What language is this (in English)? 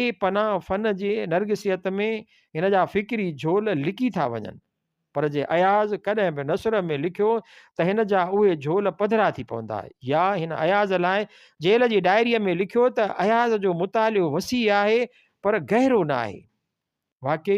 Sindhi